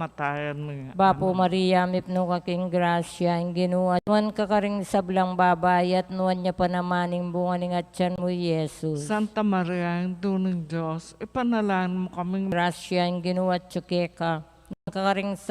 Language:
Pampanga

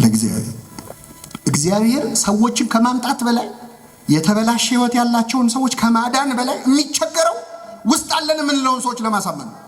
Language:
Amharic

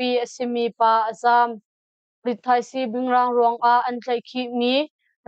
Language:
Hakha Chin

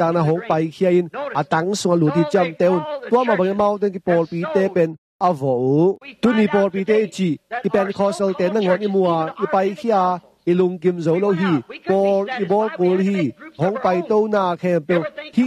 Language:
Tedim Chin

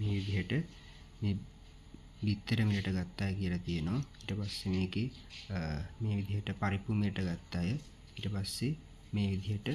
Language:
Sinhala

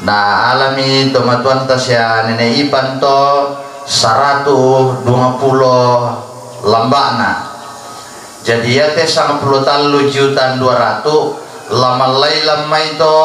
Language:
Toraja-Sa'dan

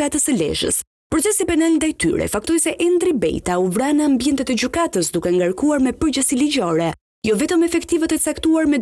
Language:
Albanian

